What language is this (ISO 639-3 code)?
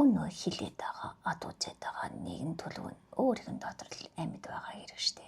mon